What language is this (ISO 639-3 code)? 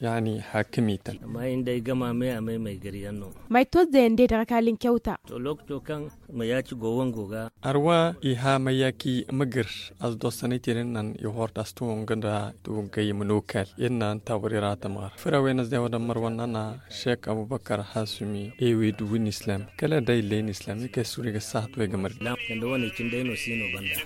dje